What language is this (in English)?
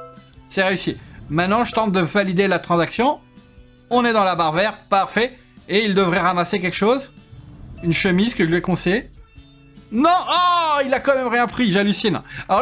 French